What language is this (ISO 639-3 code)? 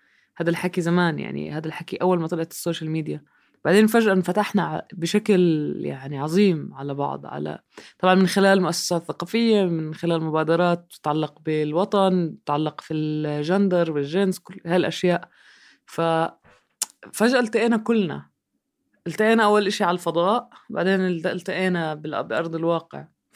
apc